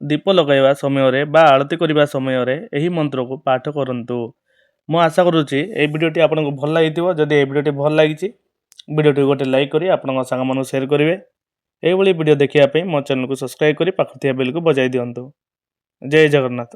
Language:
Odia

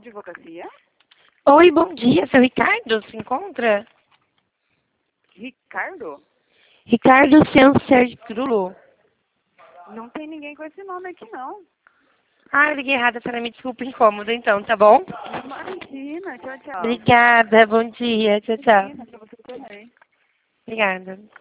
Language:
Portuguese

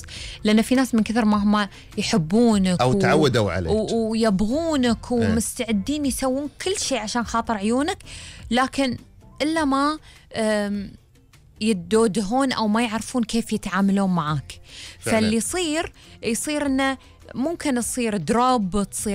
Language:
Gulf Arabic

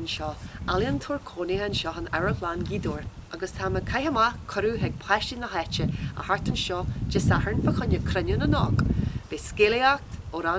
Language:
Irish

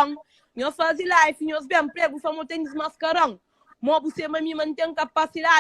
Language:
Kabuverdianu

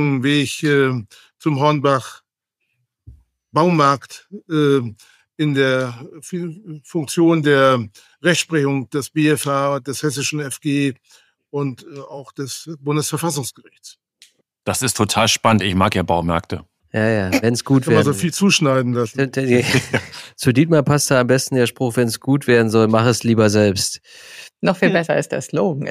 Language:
German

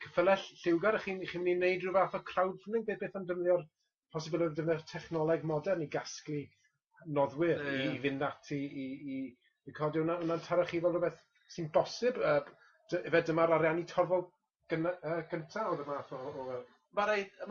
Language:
Welsh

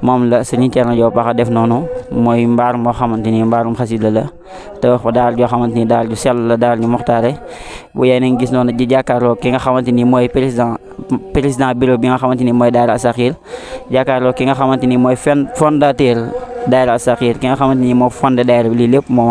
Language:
Wolof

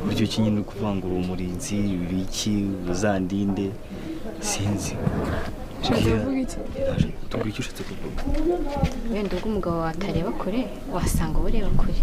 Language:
Kinyarwanda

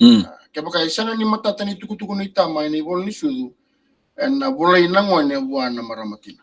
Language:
Fijian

